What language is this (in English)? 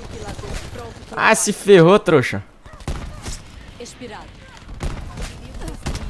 Portuguese